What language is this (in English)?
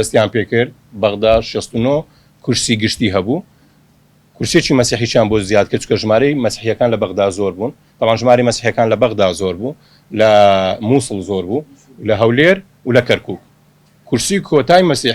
Central Kurdish